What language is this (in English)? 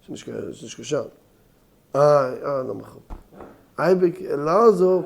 Yiddish